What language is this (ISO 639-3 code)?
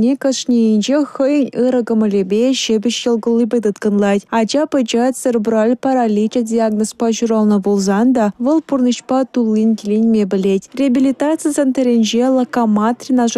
chv